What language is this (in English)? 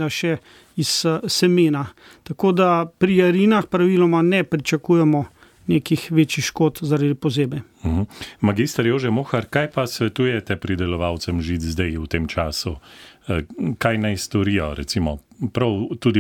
Slovenian